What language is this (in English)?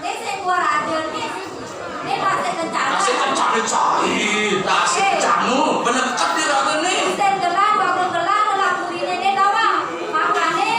Balinese